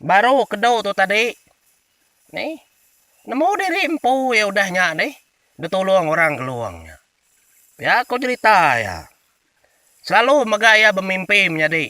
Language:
Iban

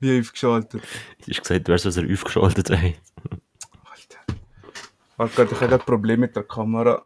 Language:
Swiss German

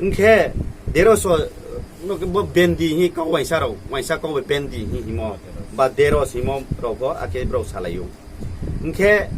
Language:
Riang (India)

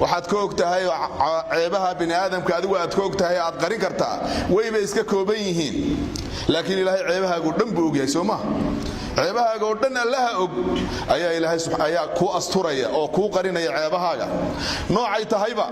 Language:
Somali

